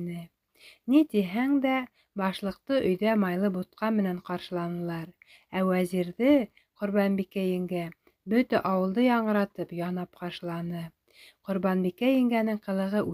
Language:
Bashkir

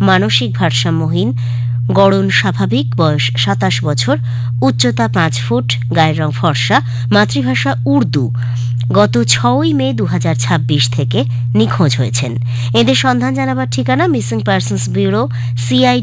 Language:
Bangla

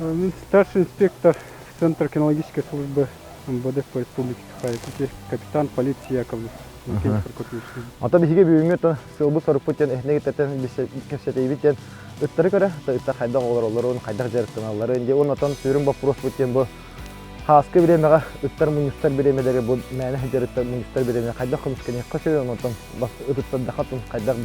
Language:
Yakut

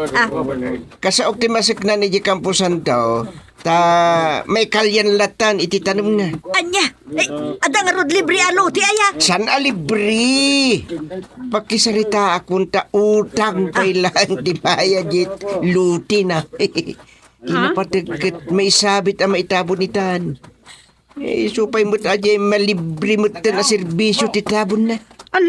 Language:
Iloko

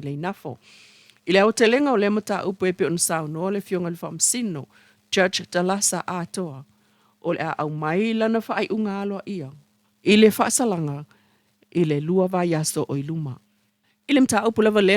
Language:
Samoan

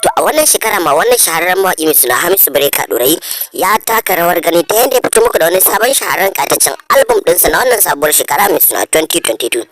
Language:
Hausa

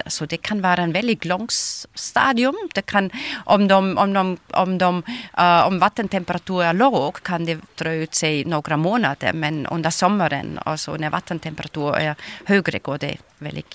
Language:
Swedish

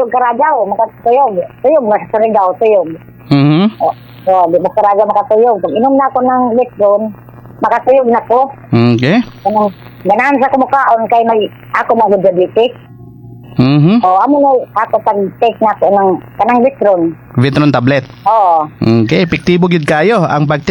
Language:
Cebuano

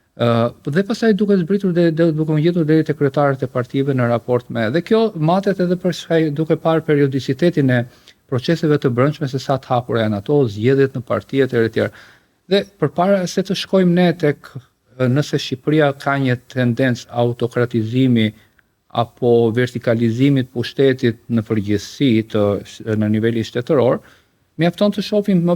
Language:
Albanian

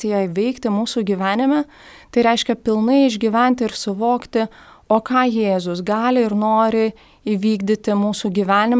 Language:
Lithuanian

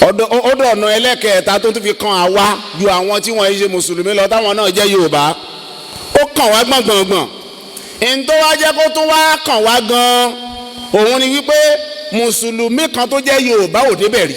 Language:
Yoruba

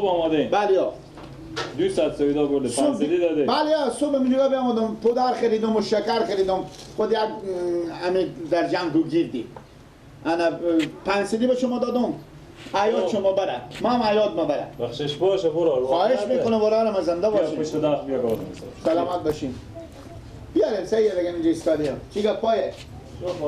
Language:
Persian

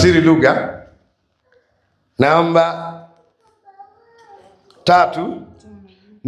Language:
Swahili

